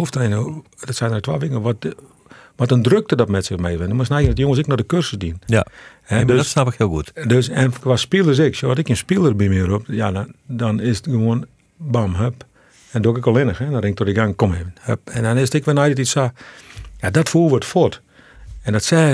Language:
Western Frisian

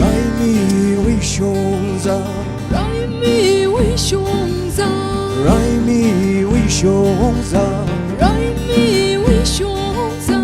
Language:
Tangkhul Naga (India)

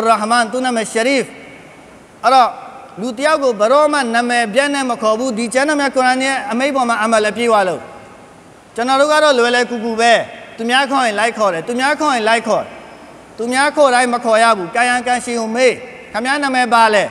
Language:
Burmese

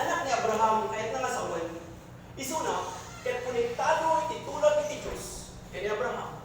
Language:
Iloko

